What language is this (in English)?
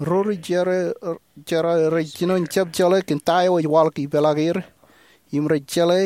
Marshallese